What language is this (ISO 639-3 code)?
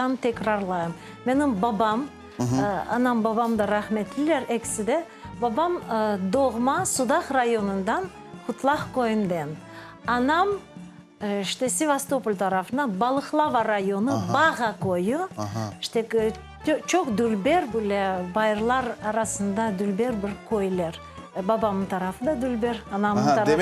crh